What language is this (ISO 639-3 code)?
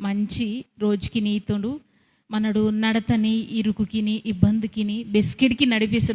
kff